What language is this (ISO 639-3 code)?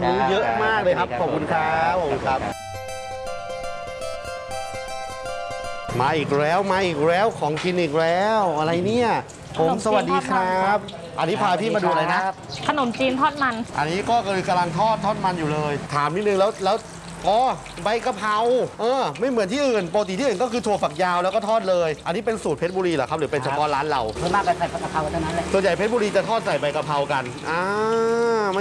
tha